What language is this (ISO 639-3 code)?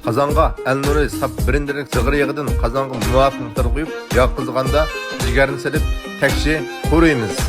uig